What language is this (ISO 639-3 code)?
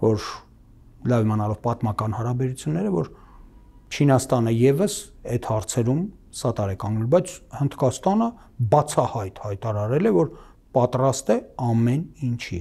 hye